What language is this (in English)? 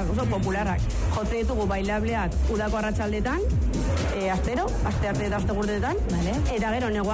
Basque